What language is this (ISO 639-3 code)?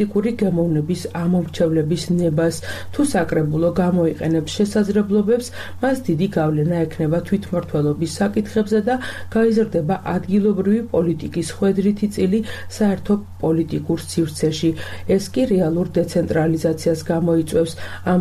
kat